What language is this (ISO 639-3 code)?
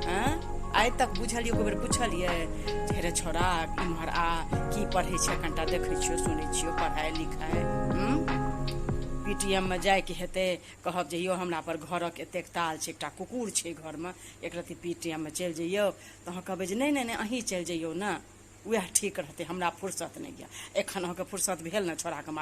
mai